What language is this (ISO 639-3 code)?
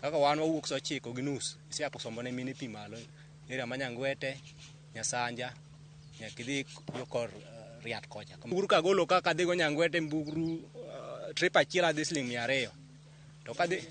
luo